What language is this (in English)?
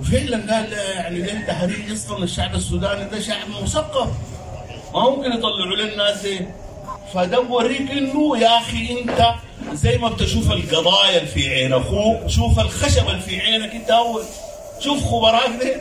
Sudanese Arabic